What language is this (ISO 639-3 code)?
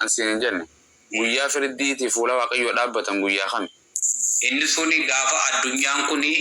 orm